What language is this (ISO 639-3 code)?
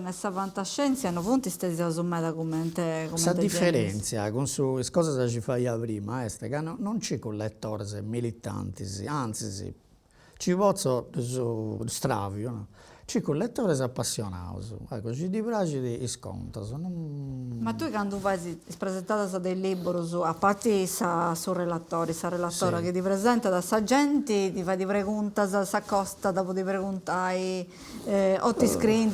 srd